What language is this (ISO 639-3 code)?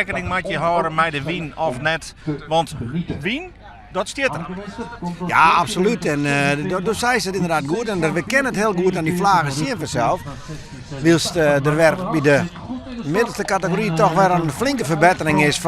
fry